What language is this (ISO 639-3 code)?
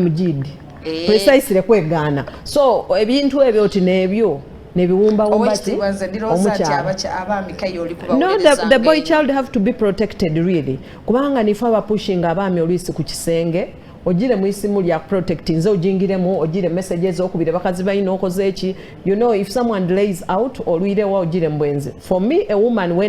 xog